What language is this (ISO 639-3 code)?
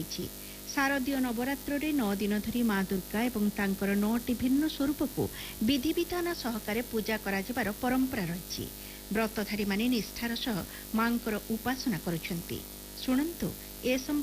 ori